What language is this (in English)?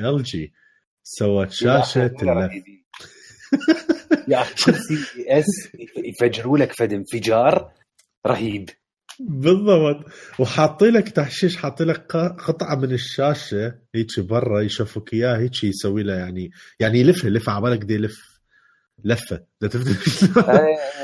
Mesopotamian Arabic